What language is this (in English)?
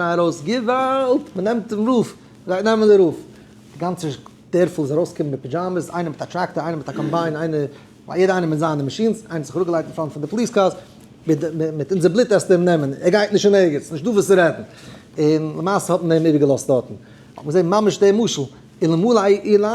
Yiddish